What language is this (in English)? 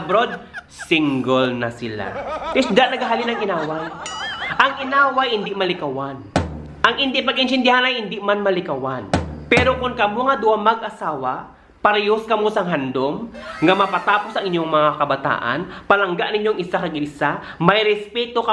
Hiligaynon